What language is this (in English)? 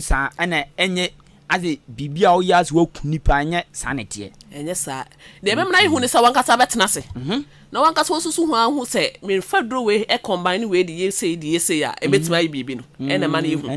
Akan